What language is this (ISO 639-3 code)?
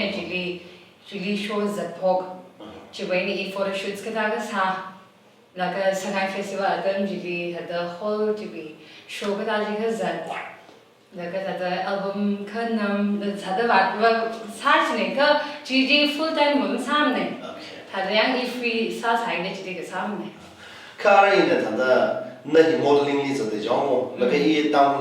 nmf